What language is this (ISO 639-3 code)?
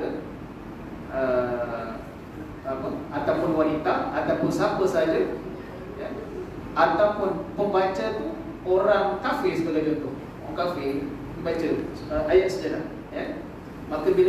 msa